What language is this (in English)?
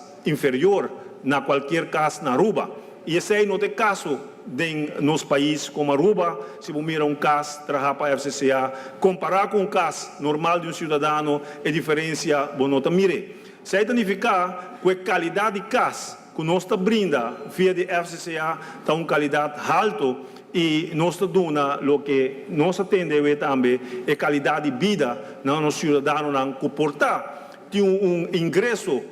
Papiamento